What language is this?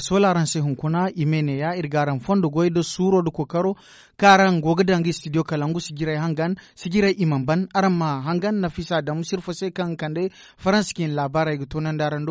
Zarma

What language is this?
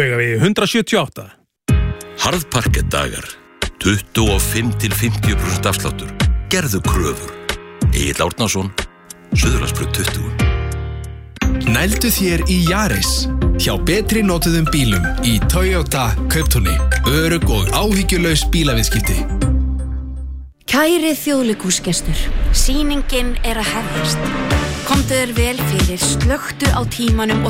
Icelandic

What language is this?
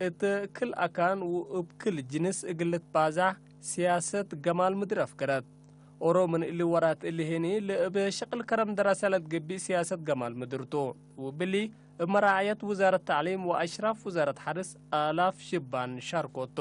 Tigre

